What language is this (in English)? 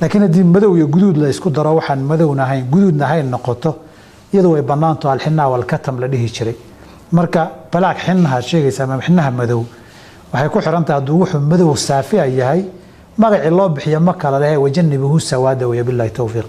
Somali